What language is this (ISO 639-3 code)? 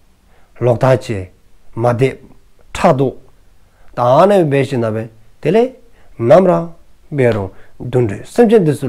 dzo